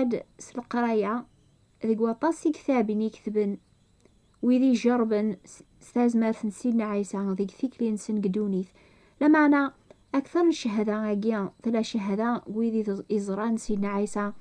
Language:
Kabyle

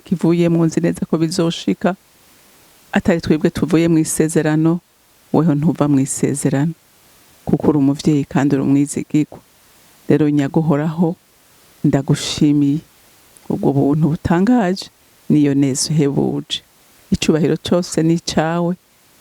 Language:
Rundi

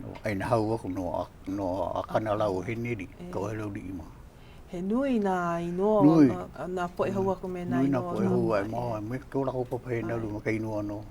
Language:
Hawaiian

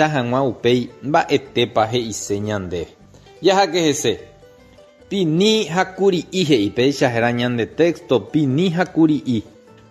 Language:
Guarani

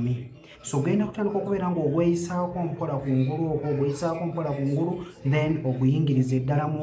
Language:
Ganda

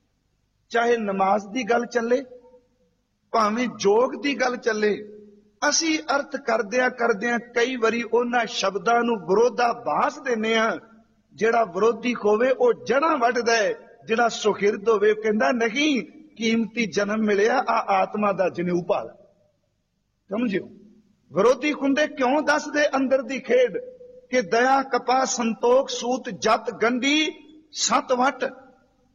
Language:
Punjabi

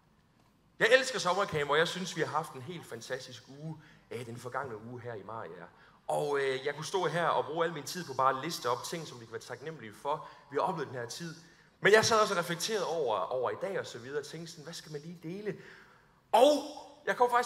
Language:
Danish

